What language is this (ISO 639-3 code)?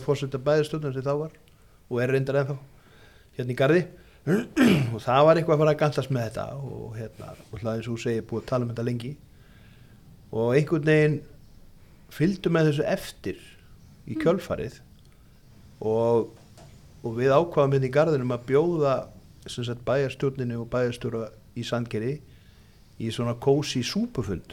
isl